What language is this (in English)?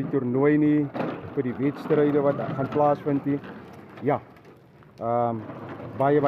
Afrikaans